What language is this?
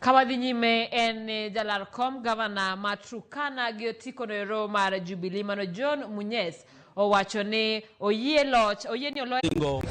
Luo (Kenya and Tanzania)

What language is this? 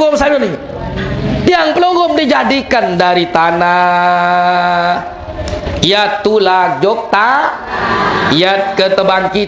Sasak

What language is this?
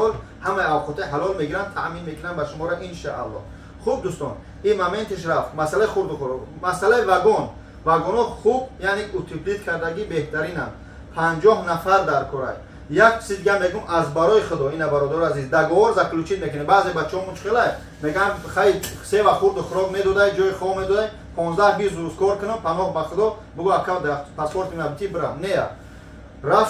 Tajik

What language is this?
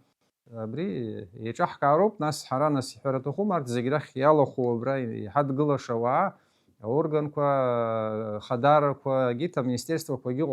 Abkhazian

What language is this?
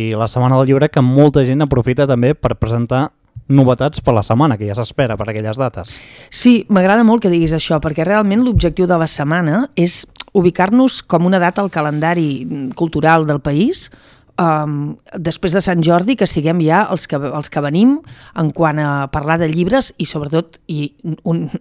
Catalan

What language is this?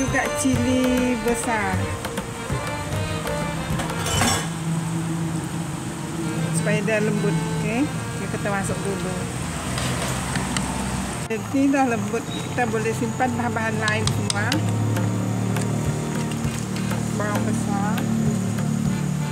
Malay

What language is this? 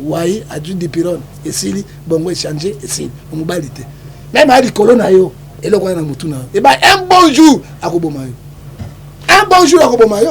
Lingala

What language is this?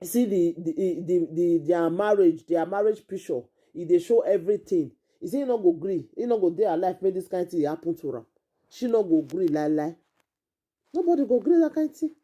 Nigerian Pidgin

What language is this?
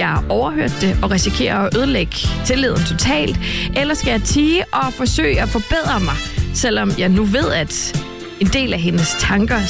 Danish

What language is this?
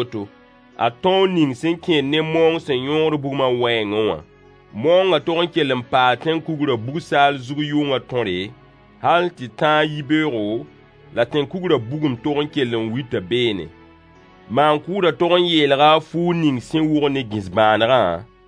Mossi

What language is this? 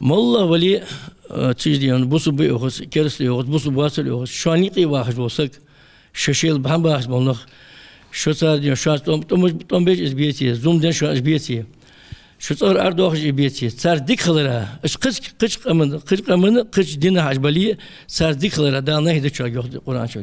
Ingush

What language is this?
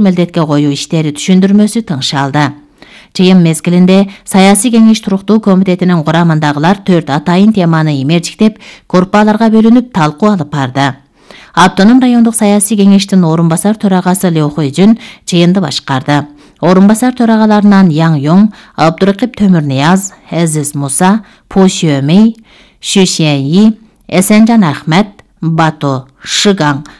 Kyrgyz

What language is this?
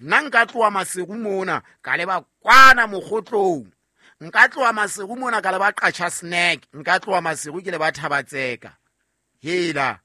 Southern Sotho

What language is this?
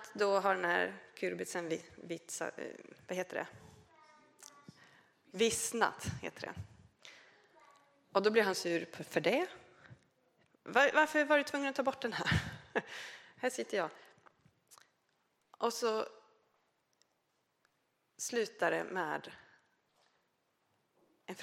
Swedish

